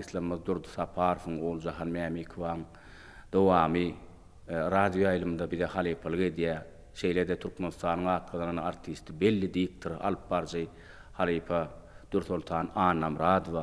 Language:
Turkmen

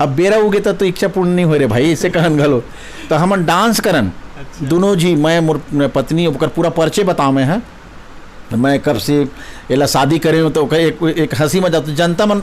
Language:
Chhattisgarhi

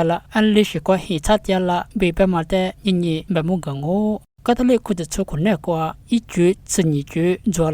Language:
Lisu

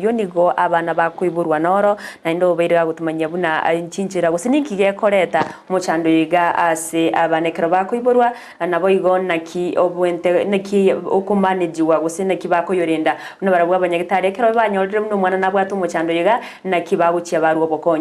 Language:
Gusii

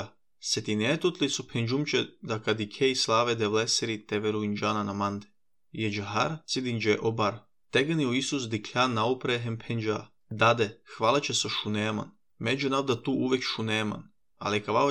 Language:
Serbian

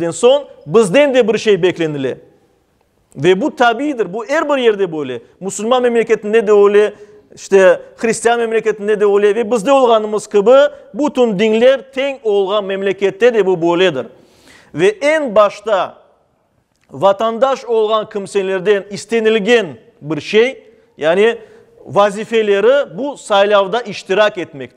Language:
Crimean Tatar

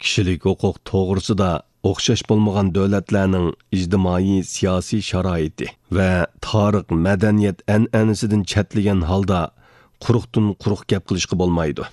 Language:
Uyghur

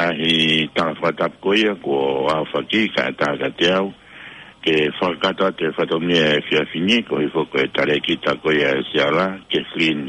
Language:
Tongan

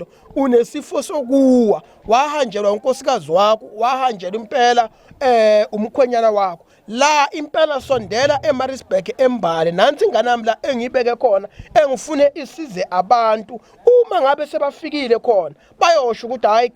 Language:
Zulu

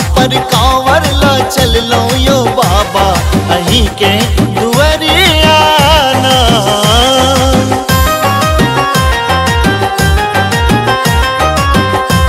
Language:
Maithili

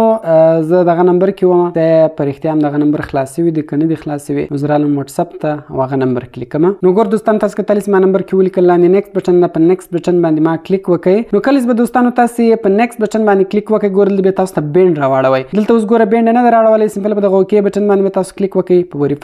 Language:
Pashto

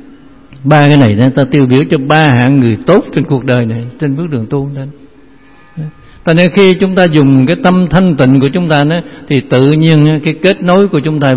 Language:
Vietnamese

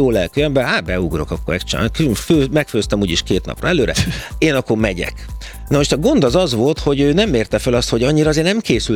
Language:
Hungarian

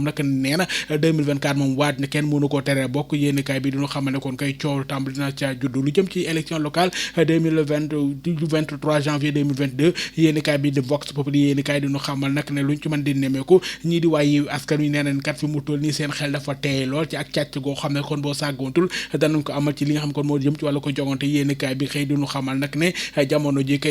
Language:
Wolof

